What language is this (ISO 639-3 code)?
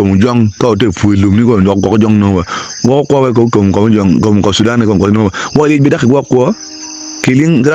ach